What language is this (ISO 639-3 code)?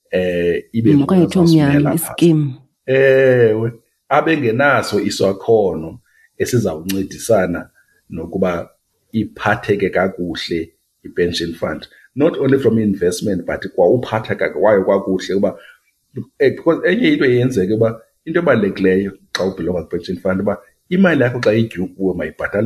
xho